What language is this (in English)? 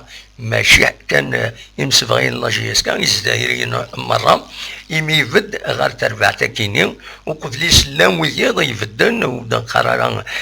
Kabyle